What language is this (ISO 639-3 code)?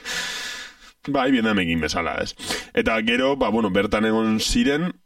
eus